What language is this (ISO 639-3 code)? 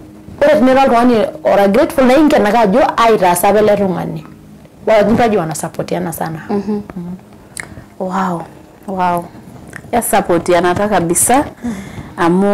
mas